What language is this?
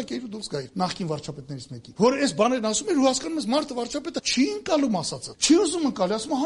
Armenian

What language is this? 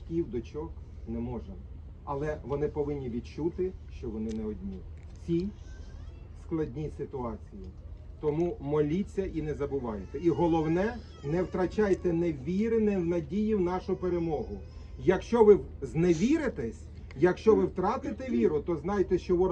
Ukrainian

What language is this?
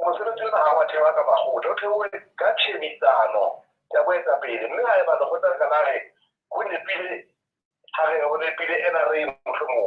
Southern Sotho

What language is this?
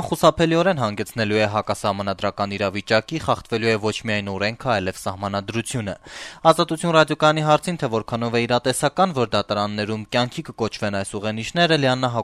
Armenian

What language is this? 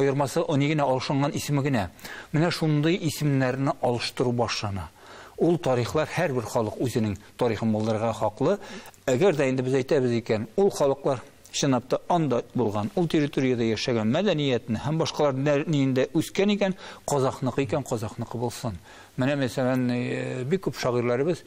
Tatar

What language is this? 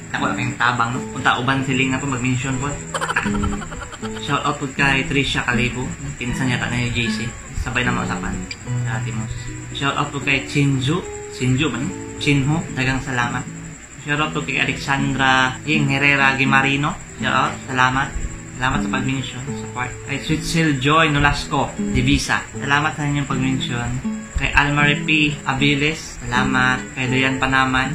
Cebuano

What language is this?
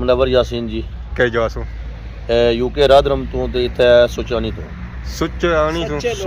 Pahari-Potwari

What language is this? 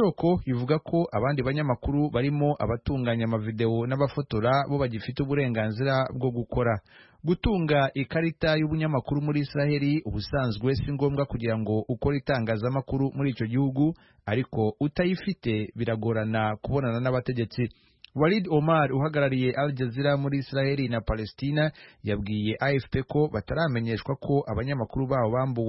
Kinyarwanda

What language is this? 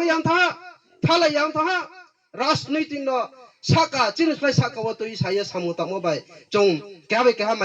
Riang (India)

